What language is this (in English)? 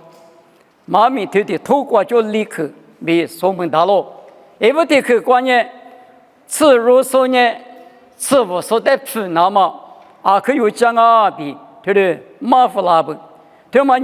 Lisu